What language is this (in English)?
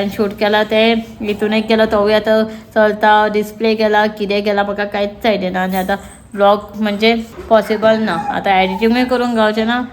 Konkani